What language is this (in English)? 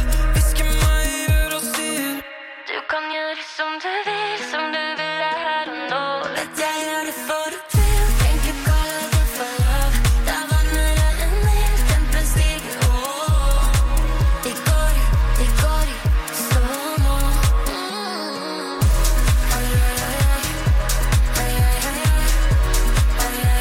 Norwegian